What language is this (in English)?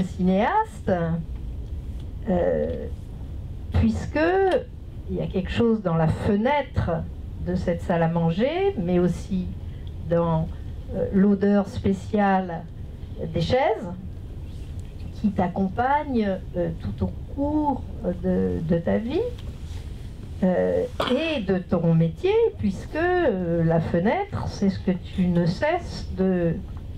French